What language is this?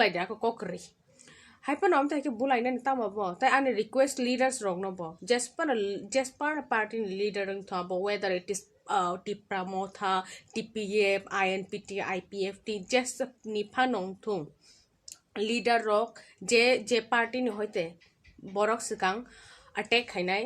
Kok Borok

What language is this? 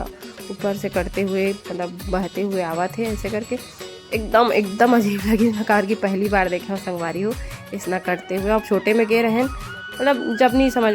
Chhattisgarhi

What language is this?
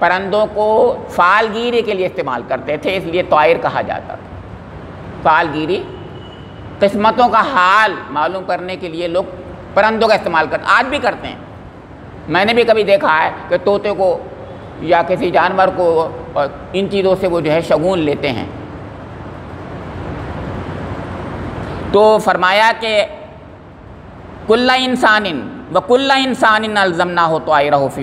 Urdu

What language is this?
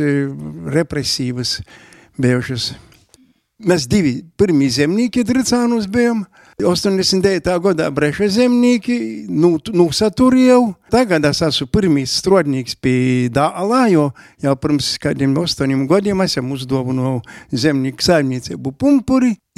Latvian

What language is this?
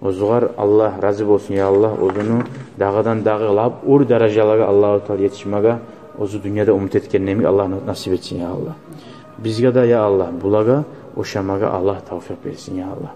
Kumyk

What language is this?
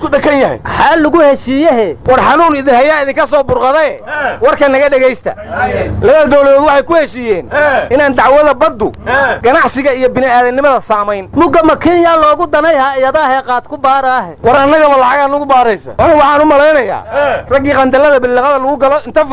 Somali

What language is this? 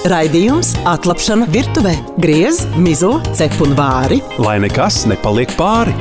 Latvian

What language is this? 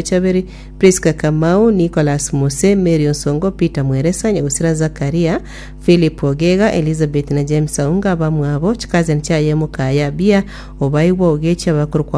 Gusii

